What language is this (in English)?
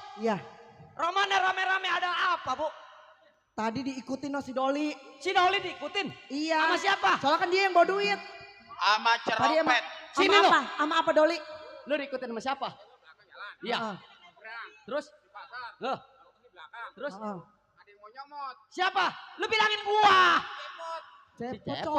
Betawi